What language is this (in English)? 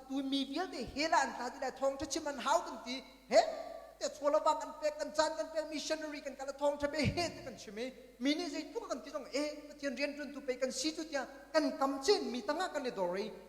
Hakha Chin